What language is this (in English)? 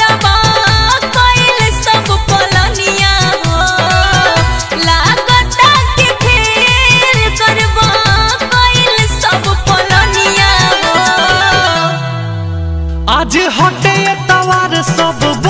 Bhojpuri